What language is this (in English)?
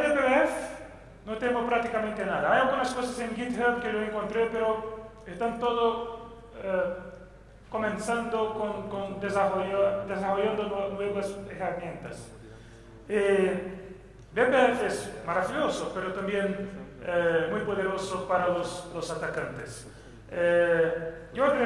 Spanish